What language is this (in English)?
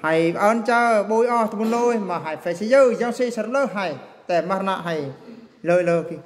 Eastern Bru